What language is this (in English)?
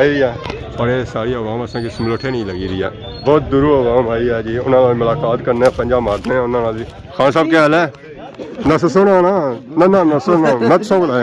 Pahari-Potwari